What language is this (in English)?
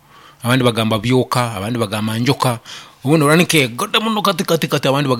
Nyankole